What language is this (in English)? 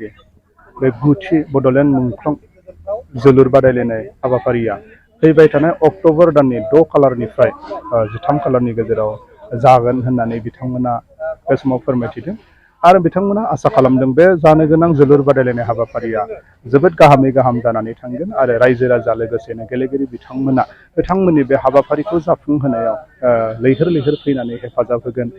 Bodo